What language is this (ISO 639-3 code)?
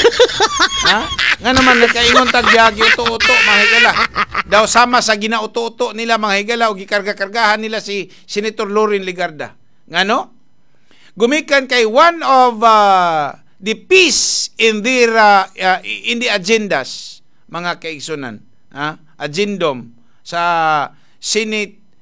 ceb